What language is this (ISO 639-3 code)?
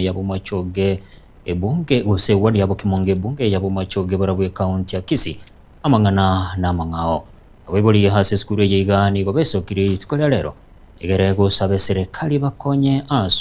guz